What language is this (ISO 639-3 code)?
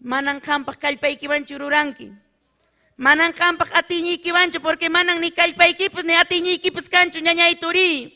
quy